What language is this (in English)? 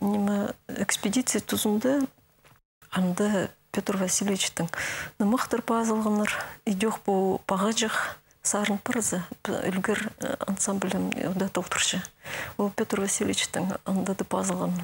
Khakas